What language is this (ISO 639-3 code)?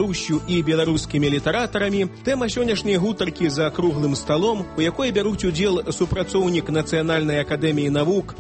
bel